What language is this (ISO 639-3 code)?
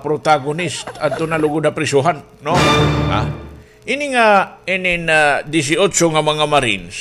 war